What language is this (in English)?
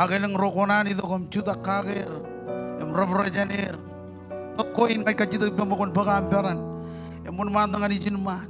Marshallese